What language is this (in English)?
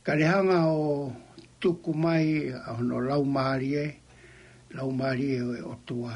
Tongan